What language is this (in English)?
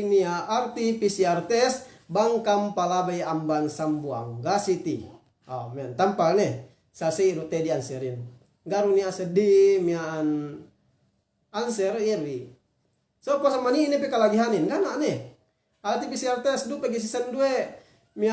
Yakan